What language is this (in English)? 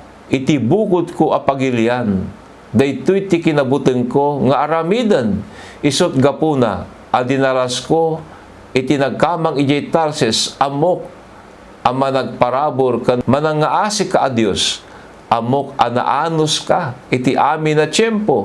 Iloko